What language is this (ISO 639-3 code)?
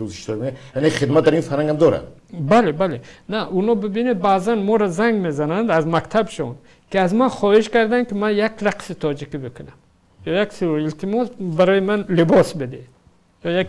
tgk